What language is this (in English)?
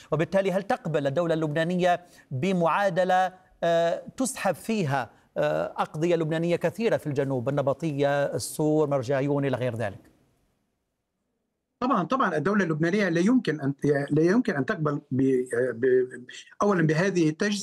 Arabic